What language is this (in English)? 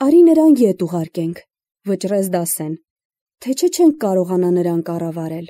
Armenian